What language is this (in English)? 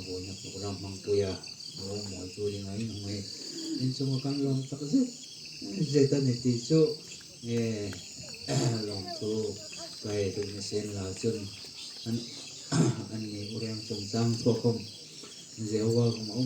Hmar